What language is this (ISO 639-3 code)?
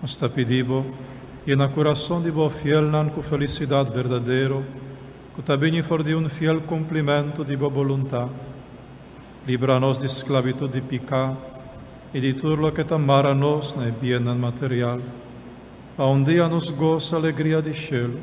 pap